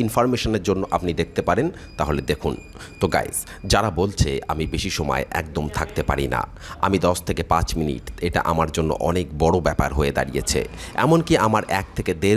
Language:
Bangla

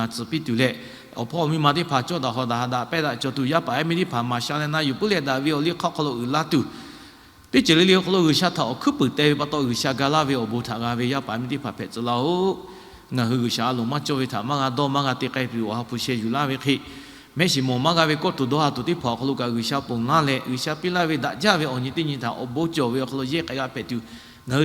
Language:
Lahu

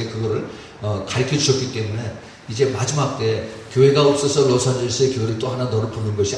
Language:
Korean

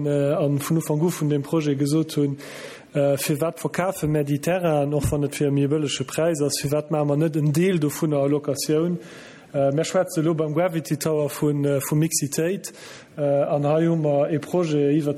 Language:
Luxembourgish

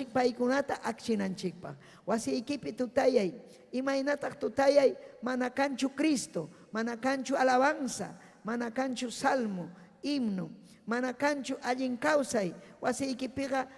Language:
Ayacucho Quechua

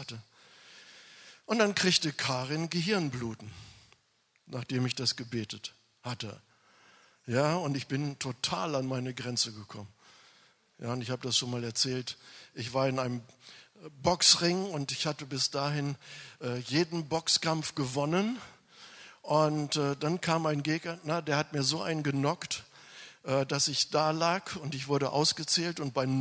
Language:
German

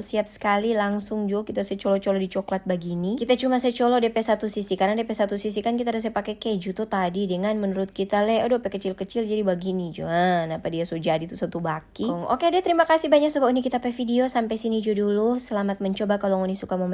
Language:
Manado Malay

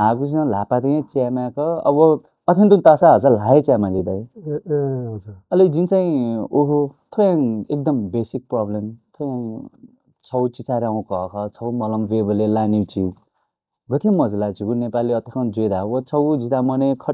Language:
Newari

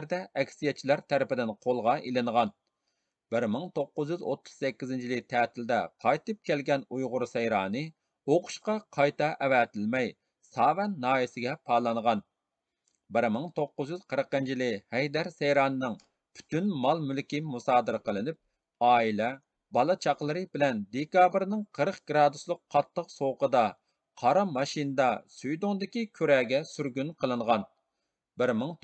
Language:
Uyghur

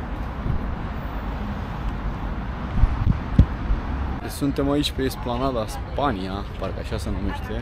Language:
Romanian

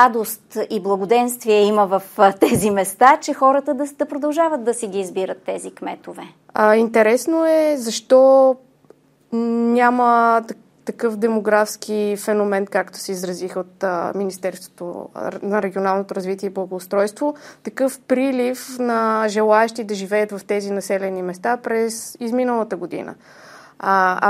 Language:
Bulgarian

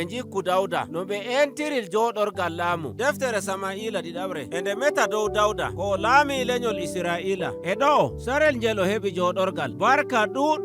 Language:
Nigerian Fulfulde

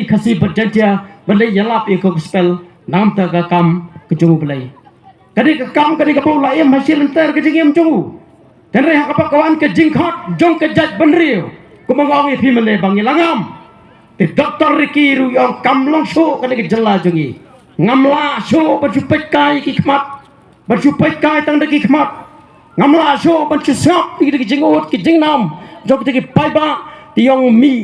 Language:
Khasi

